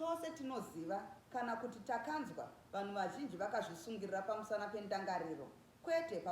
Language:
Shona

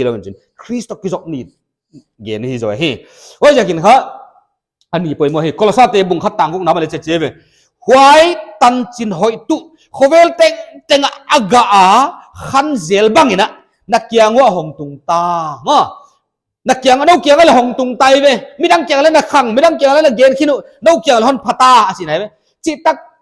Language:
Paite Chin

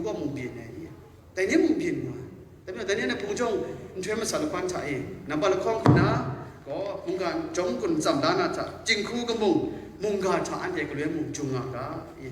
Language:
Kachin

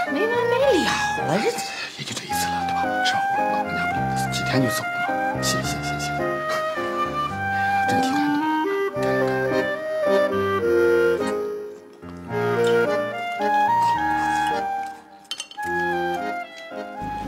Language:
Chinese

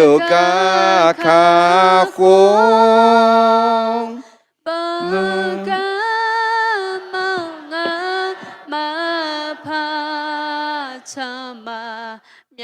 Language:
Akha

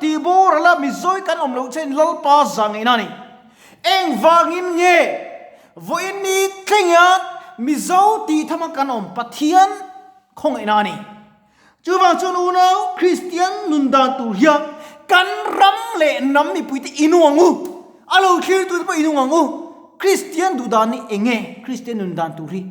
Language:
Mizo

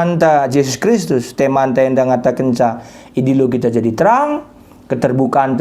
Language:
Batak Karo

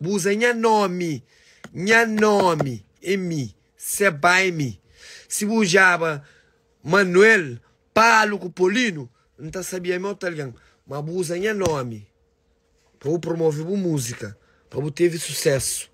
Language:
Kabuverdianu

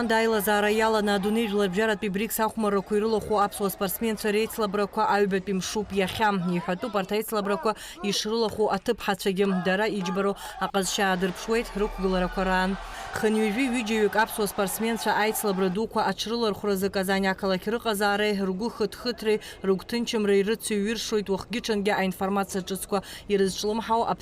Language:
Abkhazian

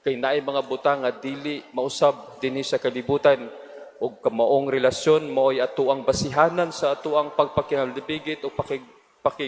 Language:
Cebuano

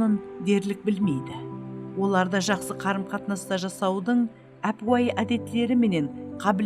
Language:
Kara-Kalpak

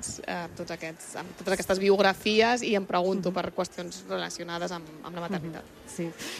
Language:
Catalan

